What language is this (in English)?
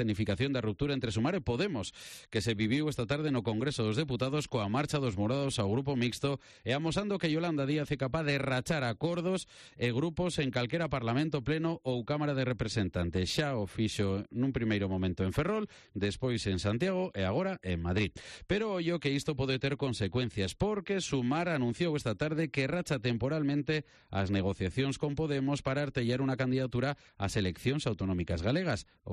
Galician